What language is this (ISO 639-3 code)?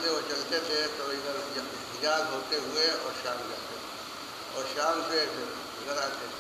urd